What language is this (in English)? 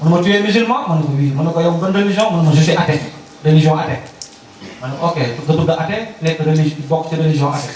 Wolof